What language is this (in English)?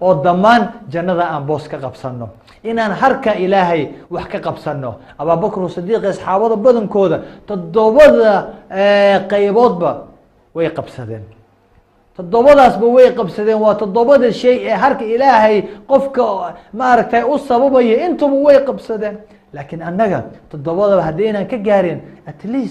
Somali